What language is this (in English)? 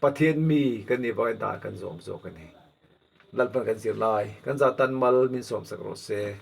Mizo